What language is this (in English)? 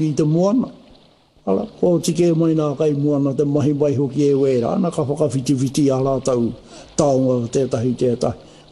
Māori